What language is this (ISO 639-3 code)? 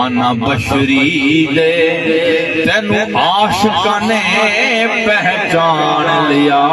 skr